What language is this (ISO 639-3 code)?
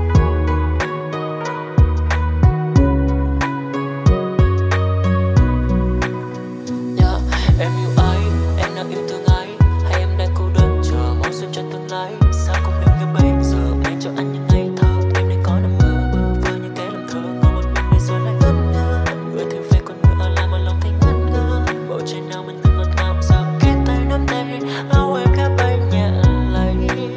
vie